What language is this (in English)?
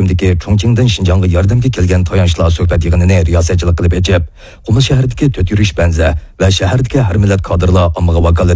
Uyghur